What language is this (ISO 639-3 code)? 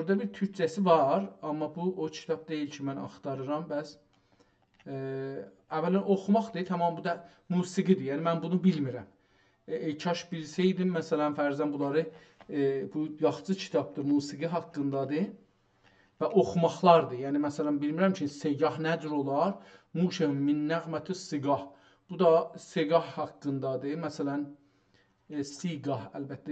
azb